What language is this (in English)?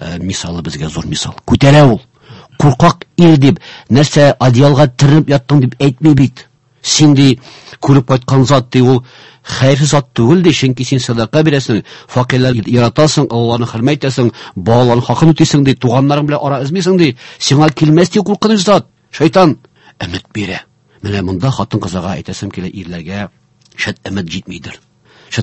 Tatar